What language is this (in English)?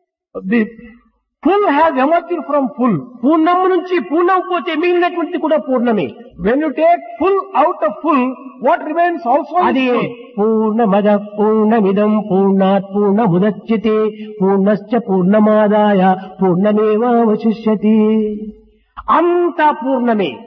Telugu